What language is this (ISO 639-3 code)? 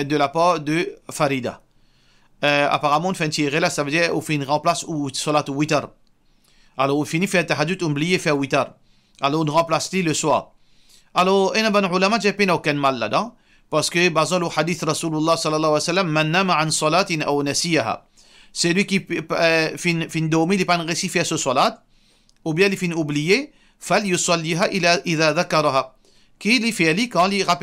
mfe